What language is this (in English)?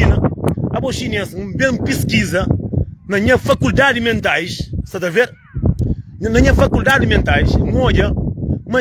Kabuverdianu